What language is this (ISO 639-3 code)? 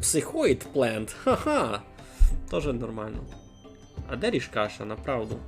rue